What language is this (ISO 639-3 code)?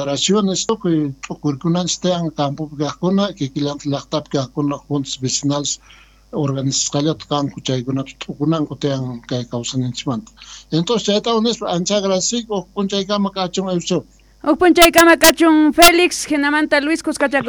quh